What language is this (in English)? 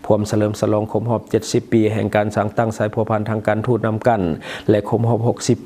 Lao